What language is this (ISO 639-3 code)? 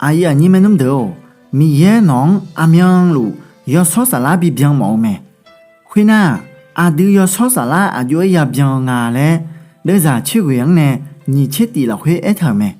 ahk